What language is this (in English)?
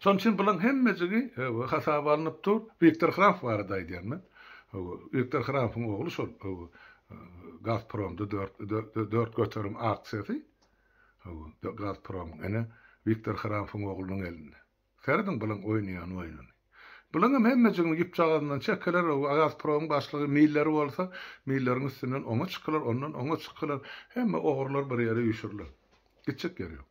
Turkmen